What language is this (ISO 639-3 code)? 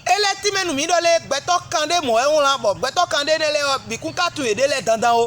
fon